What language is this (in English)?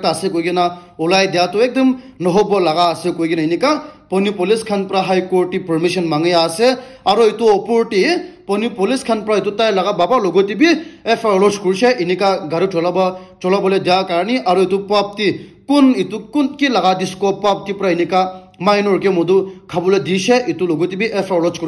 Naga Pidgin